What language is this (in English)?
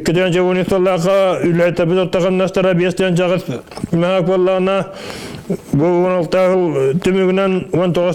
Yakut